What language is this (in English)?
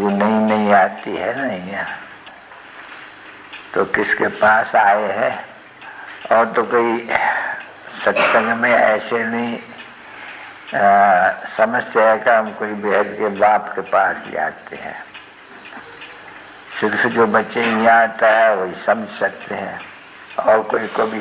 Hindi